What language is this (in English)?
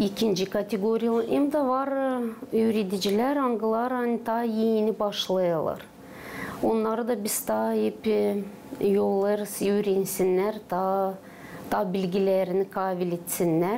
Gagauz